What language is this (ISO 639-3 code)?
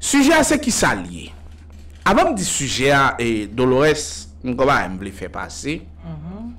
hat